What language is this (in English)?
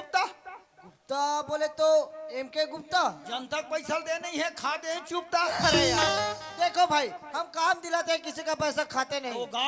Chhattisgarhi